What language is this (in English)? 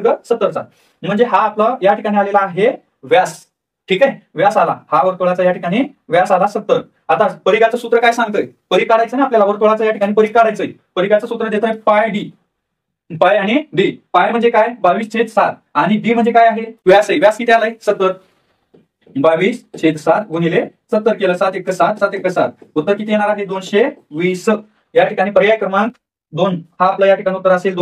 Marathi